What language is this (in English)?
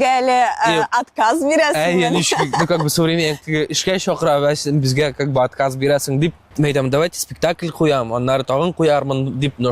Tatar